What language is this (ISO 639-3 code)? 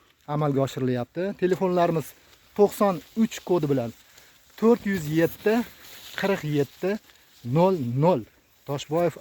uzb